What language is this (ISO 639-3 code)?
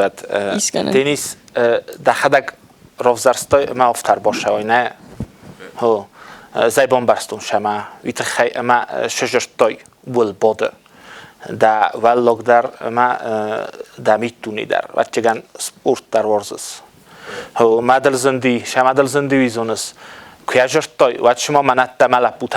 oss